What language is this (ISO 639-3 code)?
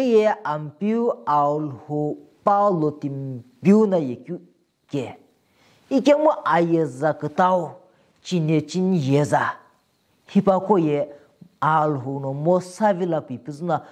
nsm